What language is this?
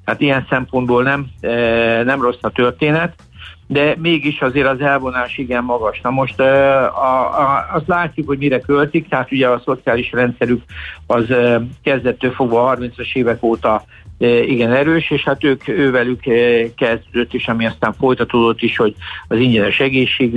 Hungarian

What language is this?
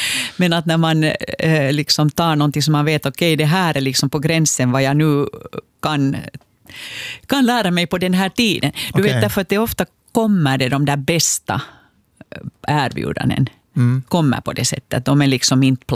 Swedish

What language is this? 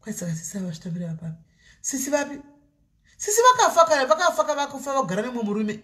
Shona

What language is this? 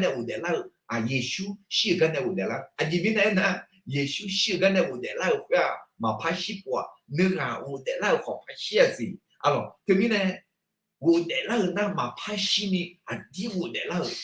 Akha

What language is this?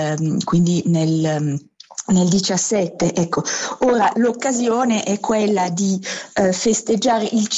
Italian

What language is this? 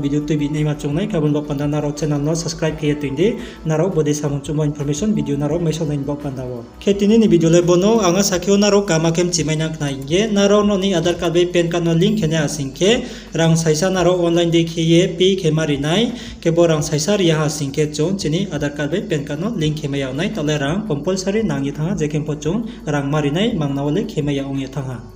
Riang (India)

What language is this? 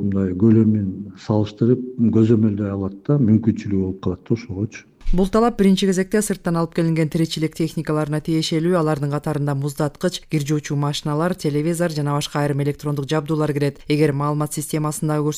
Kyrgyz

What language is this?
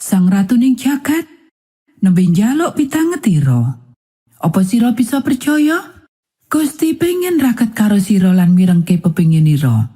Javanese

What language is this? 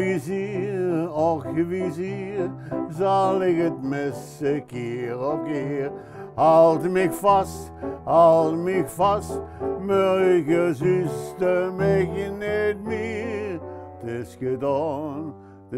Limburgish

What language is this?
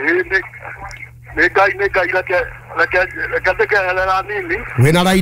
Kikuyu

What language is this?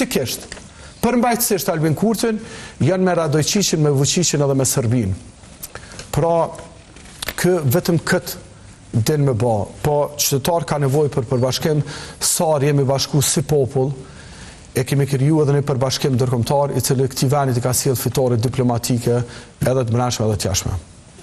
Albanian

